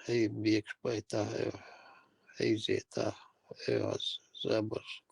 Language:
Chechen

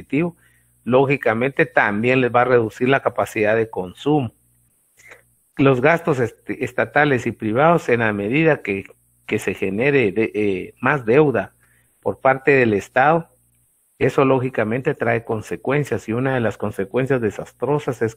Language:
Spanish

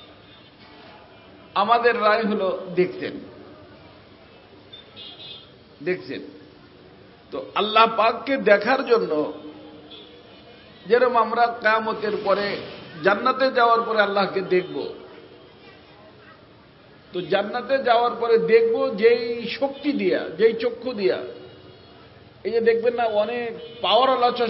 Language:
Bangla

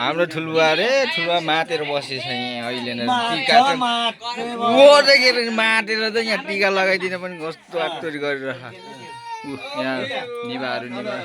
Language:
Nepali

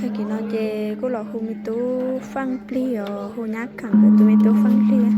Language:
Hmong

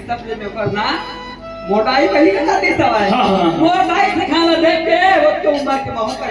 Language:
Chhattisgarhi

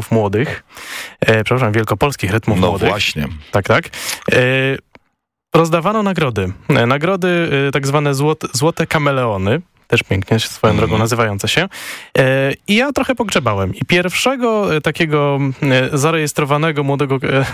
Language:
Polish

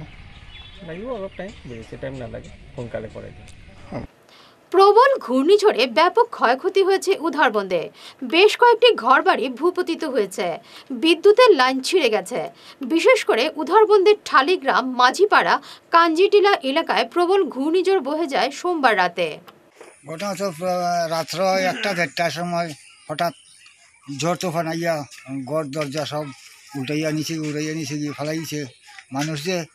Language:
Bangla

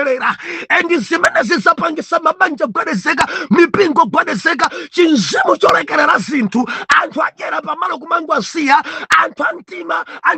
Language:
Nyanja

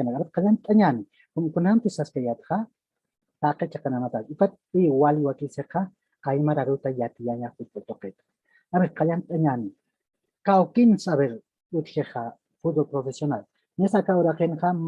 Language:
Aymara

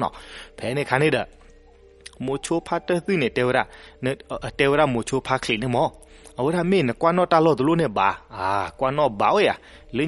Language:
S'gaw Karen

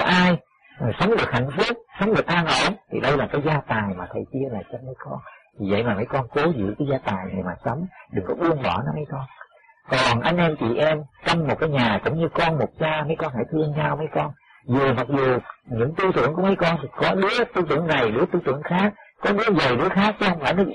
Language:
Vietnamese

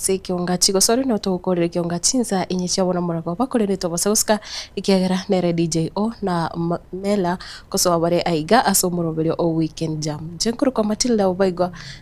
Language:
Gusii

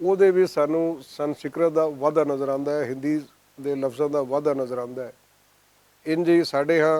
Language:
Western Panjabi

